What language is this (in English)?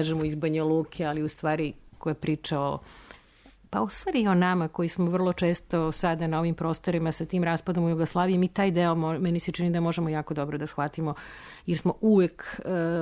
Serbian